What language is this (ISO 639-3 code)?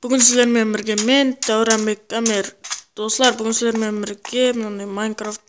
kaa